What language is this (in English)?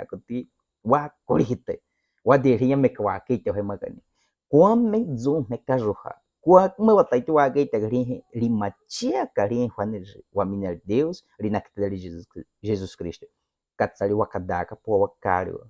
Baniwa